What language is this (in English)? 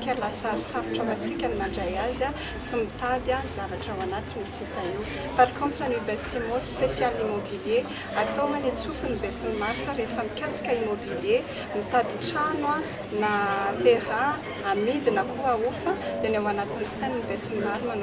Malagasy